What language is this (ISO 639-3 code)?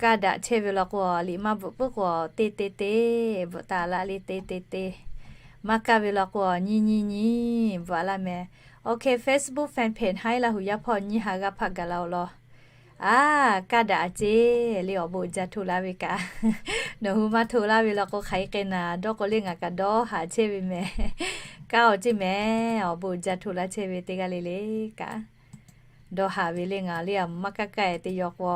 lhu